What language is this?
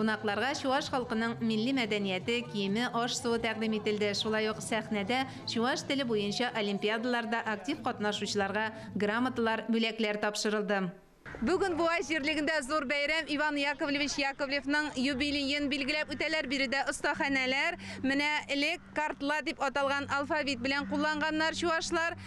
Tatar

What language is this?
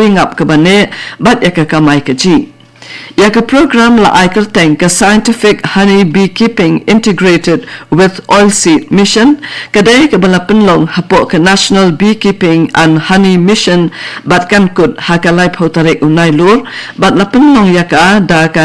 Khasi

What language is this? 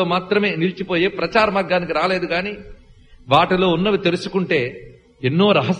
Telugu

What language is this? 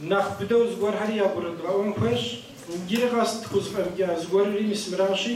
Kabardian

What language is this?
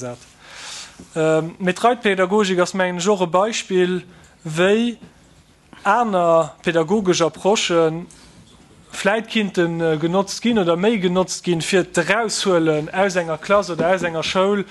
Luxembourgish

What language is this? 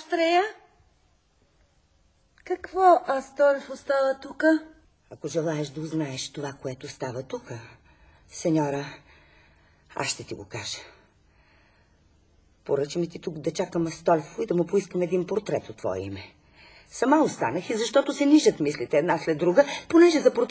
Bulgarian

